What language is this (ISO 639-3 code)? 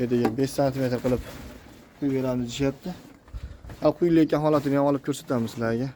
uzb